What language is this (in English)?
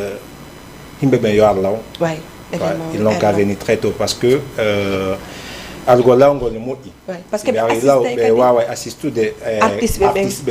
Fula